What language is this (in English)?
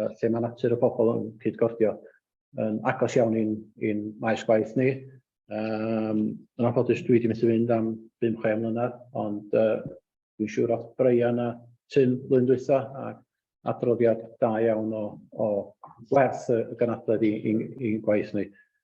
Welsh